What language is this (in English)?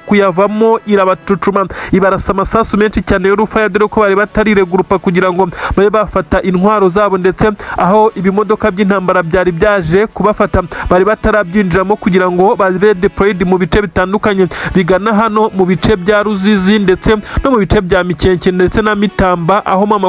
Kinyarwanda